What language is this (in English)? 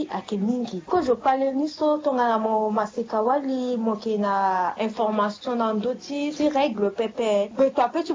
Sango